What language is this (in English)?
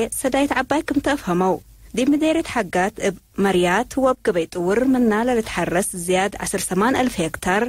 Tigre